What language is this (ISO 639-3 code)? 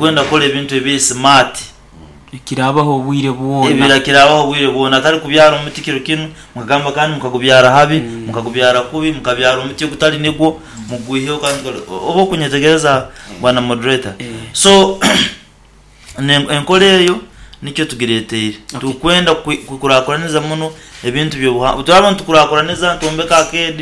nyo